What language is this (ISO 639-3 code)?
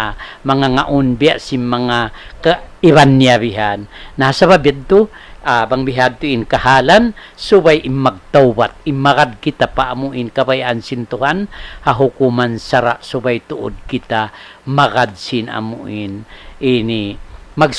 tsg